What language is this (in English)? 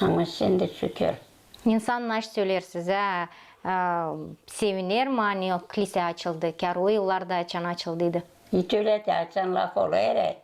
Gagauz